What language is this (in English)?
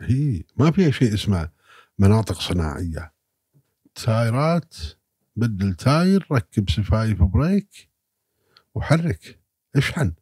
Gulf Arabic